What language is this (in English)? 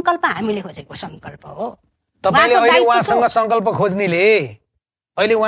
Nepali